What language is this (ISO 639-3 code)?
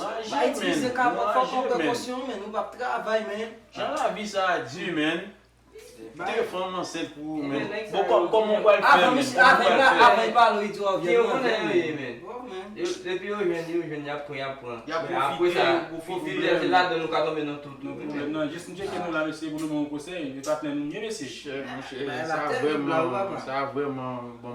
hat